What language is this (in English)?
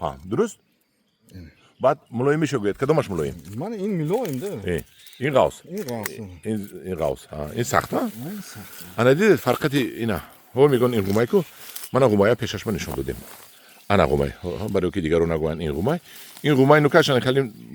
Tajik